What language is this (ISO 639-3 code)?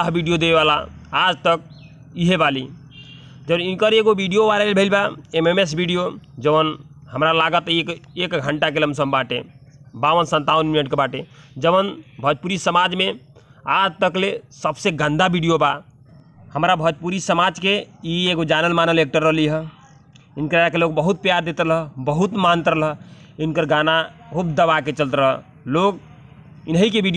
bho